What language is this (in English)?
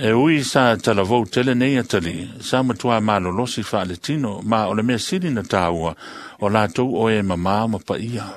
Samoan